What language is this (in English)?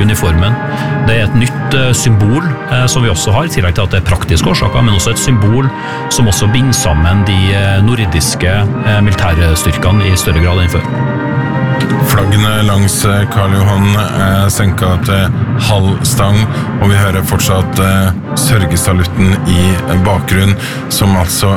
Norwegian